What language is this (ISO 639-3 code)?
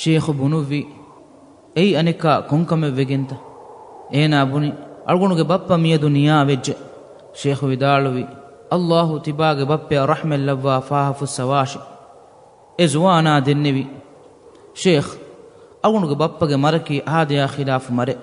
div